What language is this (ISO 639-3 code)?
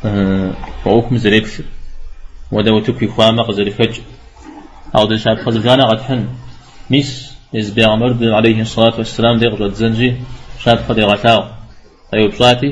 kbd